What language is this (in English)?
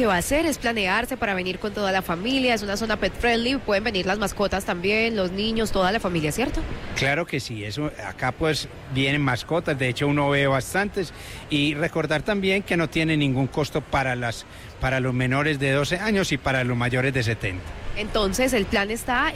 Spanish